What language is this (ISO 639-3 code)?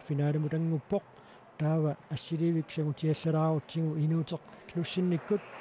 kal